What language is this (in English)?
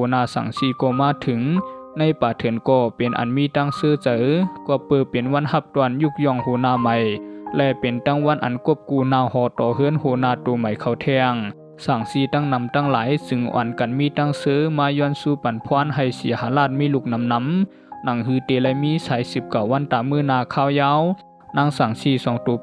Shan